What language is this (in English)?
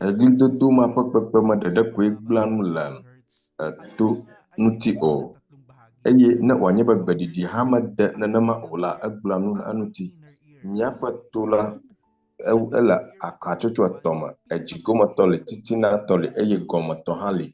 Ewe